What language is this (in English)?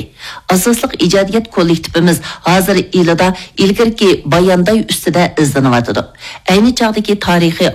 Uyghur